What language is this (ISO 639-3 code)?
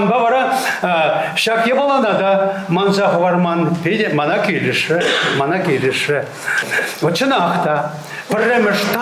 chv